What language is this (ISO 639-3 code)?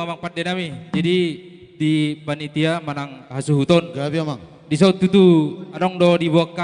bts